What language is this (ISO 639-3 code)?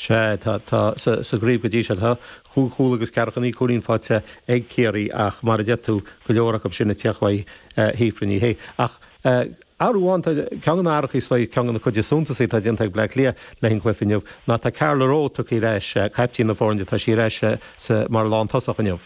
gle